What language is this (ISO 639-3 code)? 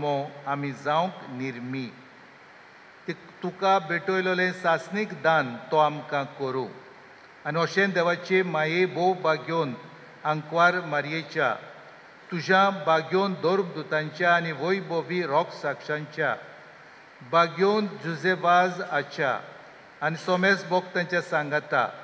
kok